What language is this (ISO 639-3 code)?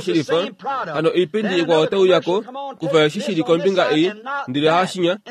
kua